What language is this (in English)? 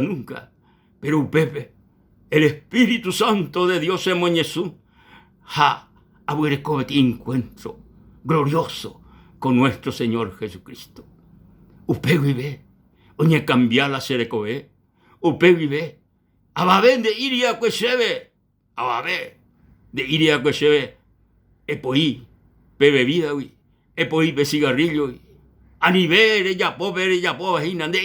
Guarani